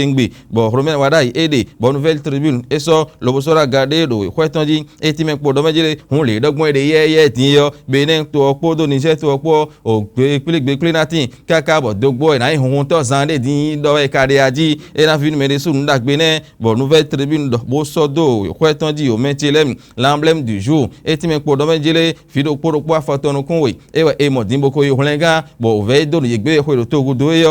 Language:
Fon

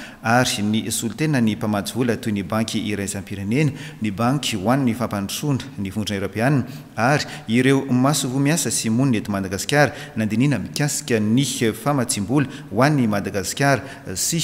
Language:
Malagasy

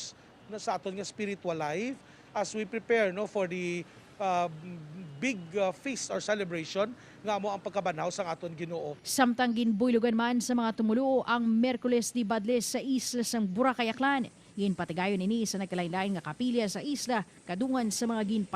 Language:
Hiligaynon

